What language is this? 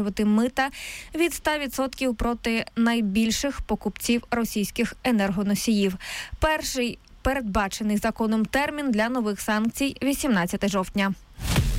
Ukrainian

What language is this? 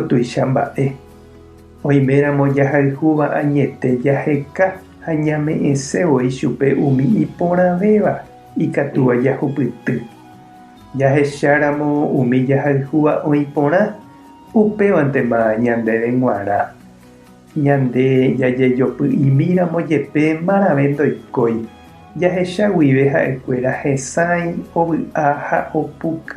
Guarani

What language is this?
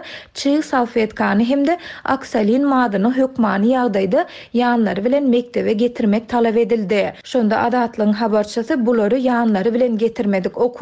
Turkmen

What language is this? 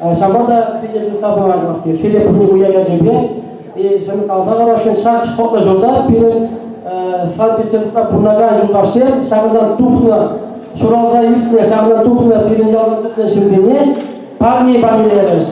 Chuvash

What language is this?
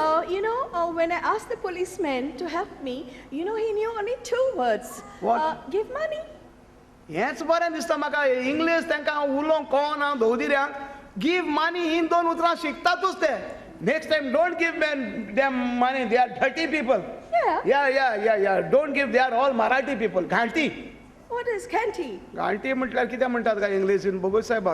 Konkani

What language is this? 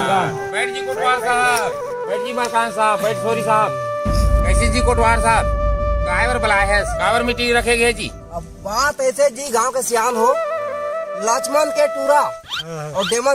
Chhattisgarhi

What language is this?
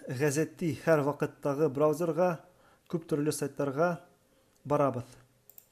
Bashkir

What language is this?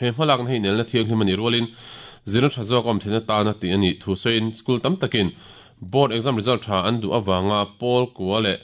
Mizo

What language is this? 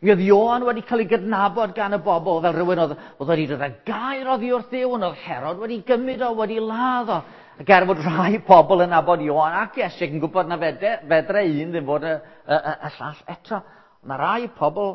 Welsh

